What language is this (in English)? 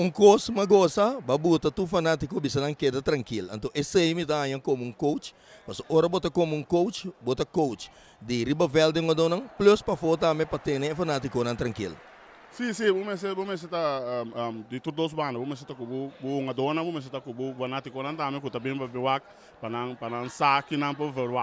Papiamento